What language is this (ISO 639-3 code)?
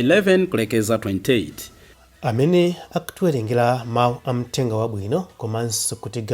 nya